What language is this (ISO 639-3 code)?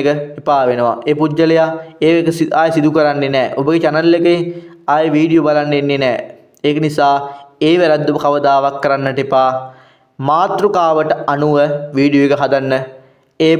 sin